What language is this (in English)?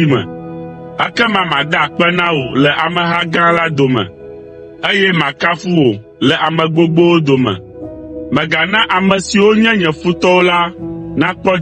Ewe